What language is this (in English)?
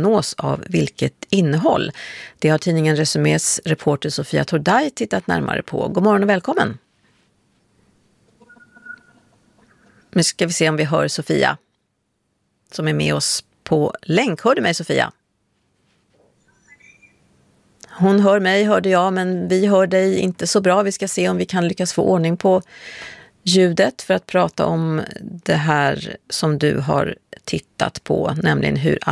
Swedish